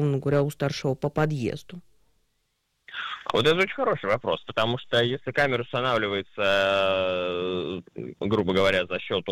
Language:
Russian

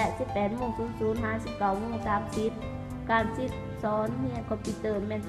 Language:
Lao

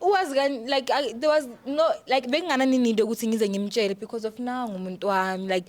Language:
Zulu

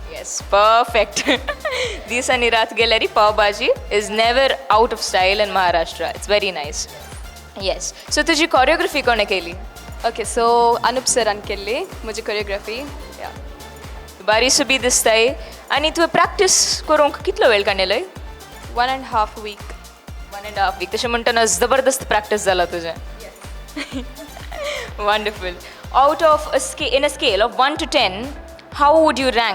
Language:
Konkani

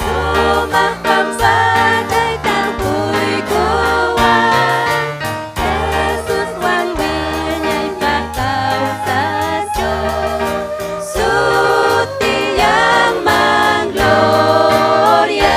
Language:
Ayacucho Quechua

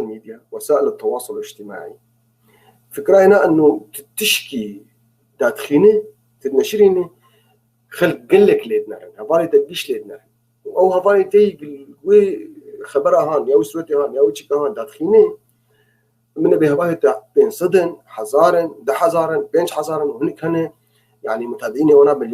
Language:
North Levantine Arabic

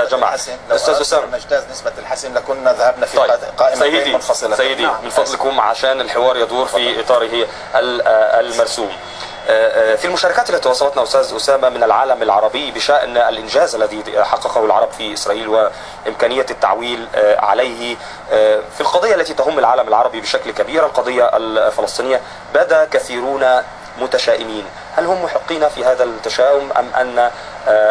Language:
Arabic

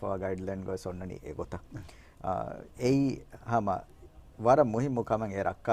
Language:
Divehi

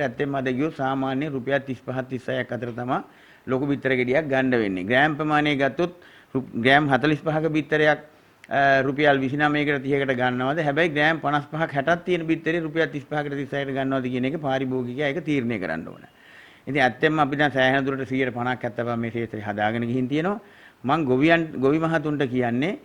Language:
Sinhala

